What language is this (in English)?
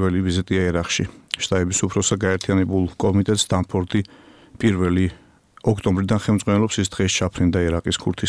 Georgian